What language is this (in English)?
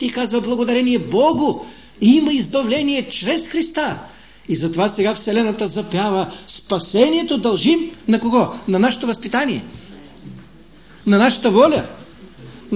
Bulgarian